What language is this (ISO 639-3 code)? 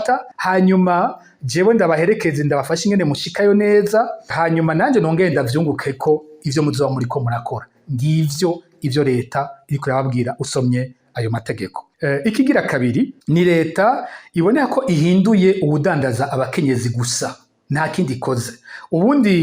run